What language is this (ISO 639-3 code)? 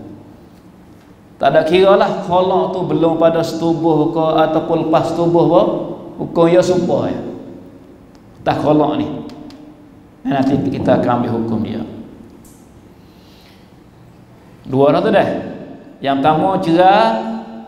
msa